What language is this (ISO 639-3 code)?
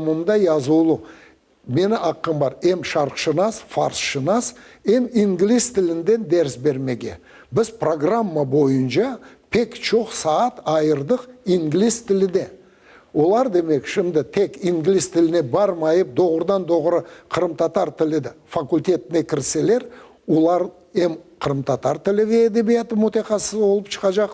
crh